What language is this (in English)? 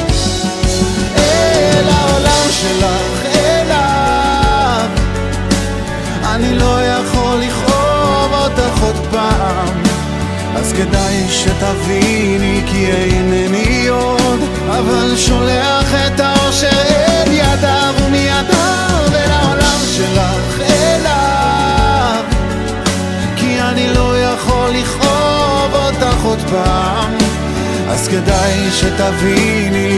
Hebrew